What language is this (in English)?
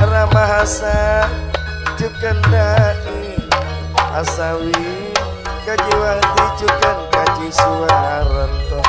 Madurese